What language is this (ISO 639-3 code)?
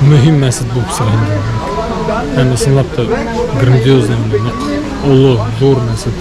bak